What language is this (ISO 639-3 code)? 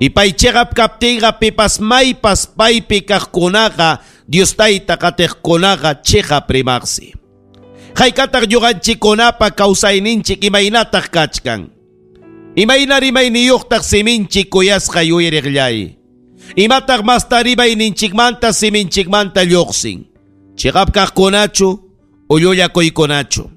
quy